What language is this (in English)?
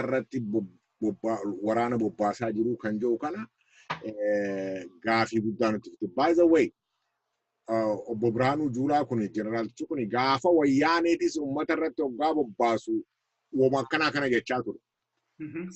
Oromo